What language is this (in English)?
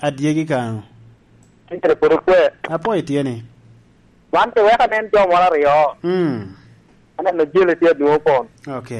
Lango (Uganda)